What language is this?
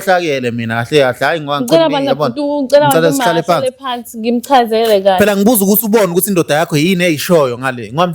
Zulu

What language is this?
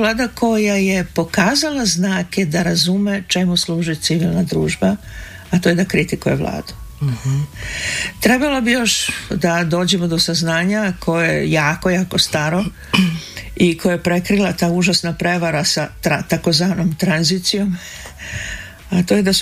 Serbian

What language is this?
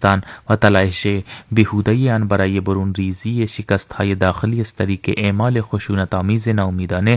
Persian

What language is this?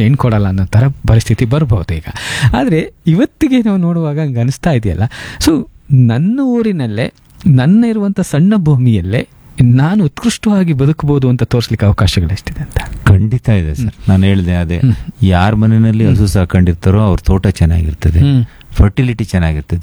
Kannada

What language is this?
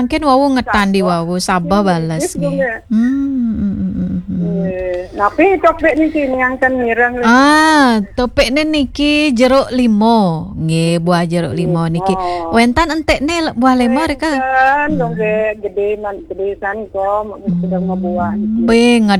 Balinese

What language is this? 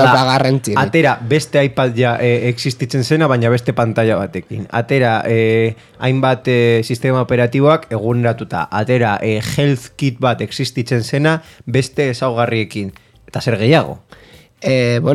Basque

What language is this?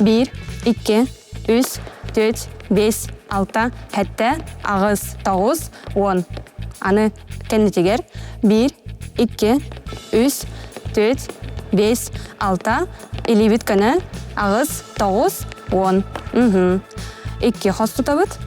Yakut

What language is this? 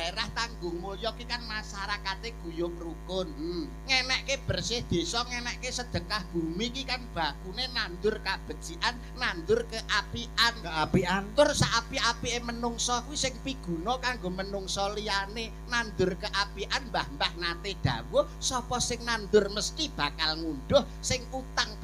Javanese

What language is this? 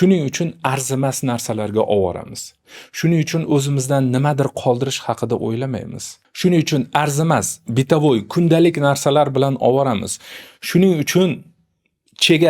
Uzbek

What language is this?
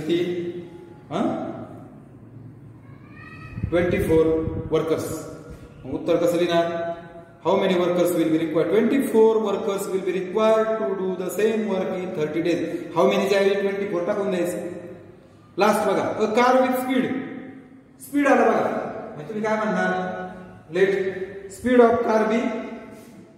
Marathi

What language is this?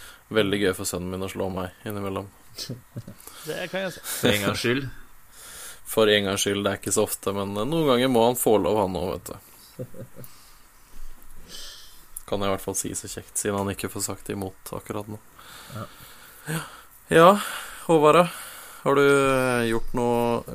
Norwegian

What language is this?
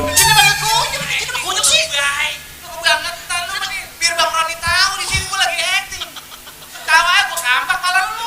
Betawi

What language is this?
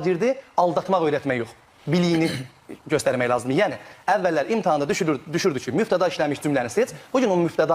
Azerbaijani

